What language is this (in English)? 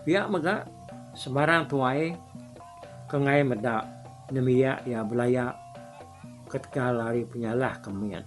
Iban